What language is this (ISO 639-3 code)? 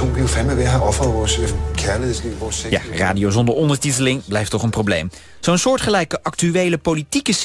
nld